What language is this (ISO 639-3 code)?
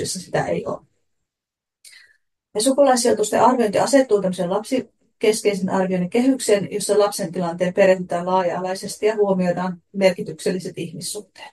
fin